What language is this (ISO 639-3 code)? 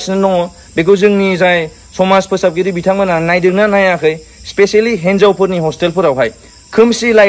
brx